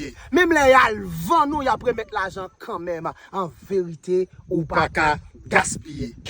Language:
Haitian Creole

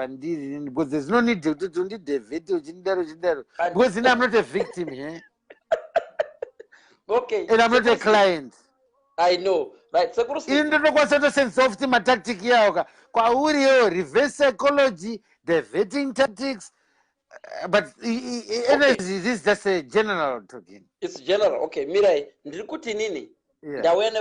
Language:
Shona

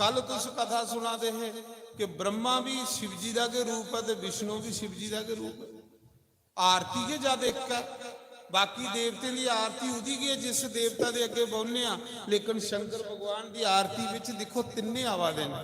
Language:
Dogri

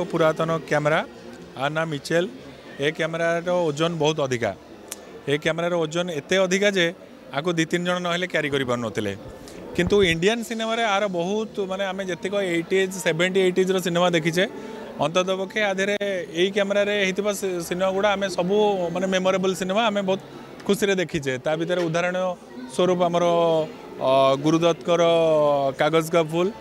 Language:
Odia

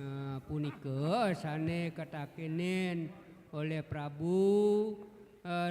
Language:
Balinese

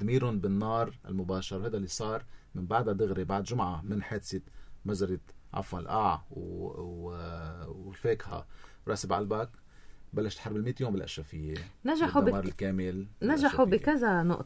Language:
North Levantine Arabic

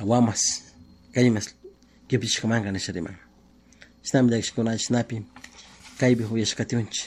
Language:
Chimborazo Highland Quichua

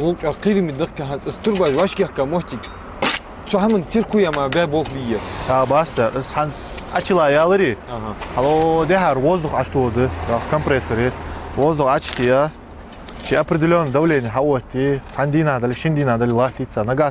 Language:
Ingush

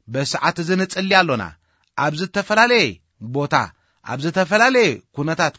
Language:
Tigrinya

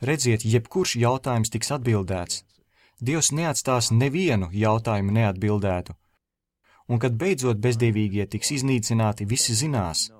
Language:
Latvian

